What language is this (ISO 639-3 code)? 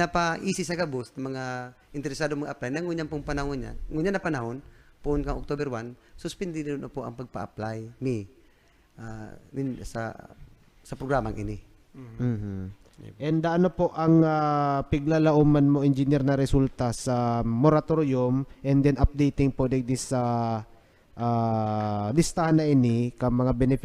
bik